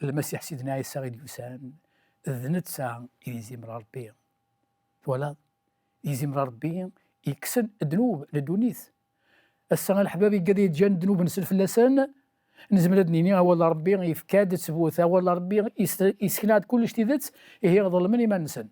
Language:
Kabyle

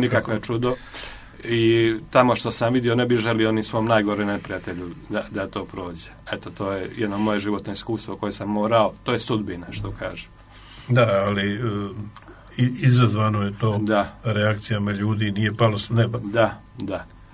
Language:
Croatian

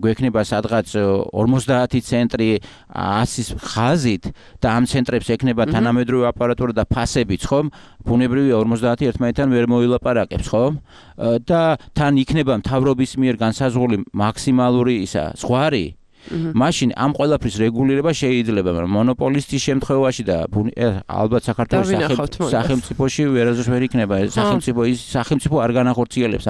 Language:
Georgian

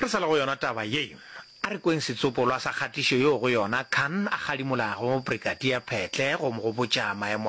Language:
Northern Sotho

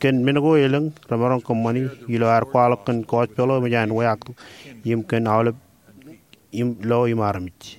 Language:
Marshallese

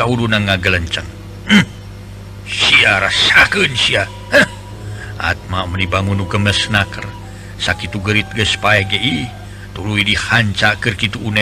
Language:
Sundanese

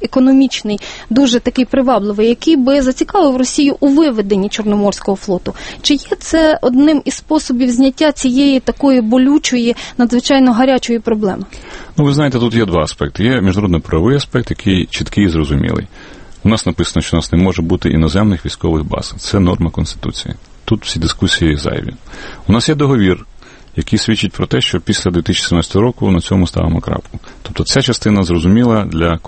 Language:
Ukrainian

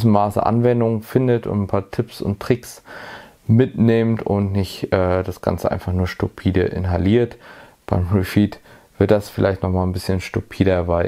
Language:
German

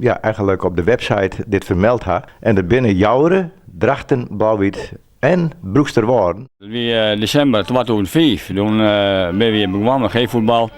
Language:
Western Frisian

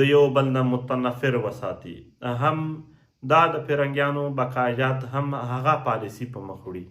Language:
Pashto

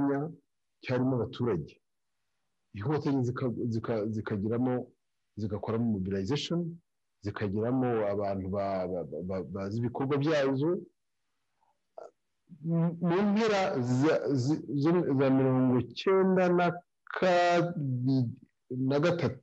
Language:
Kinyarwanda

